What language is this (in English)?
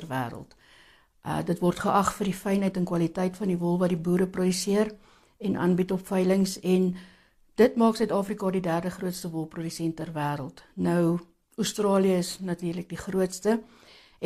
Afrikaans